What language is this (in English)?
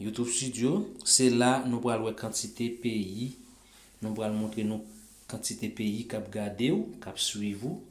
Haitian Creole